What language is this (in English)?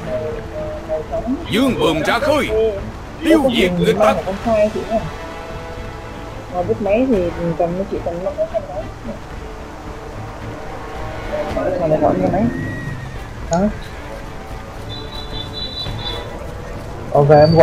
Vietnamese